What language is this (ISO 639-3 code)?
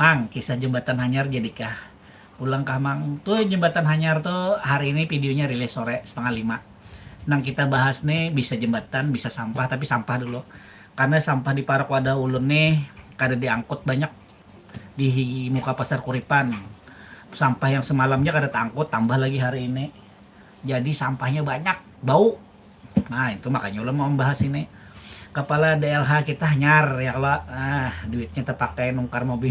bjn